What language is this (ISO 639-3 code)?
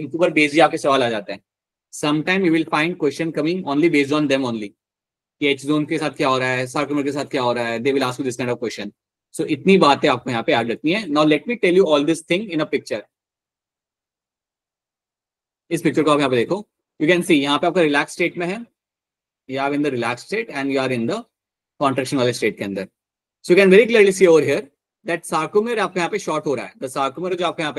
hin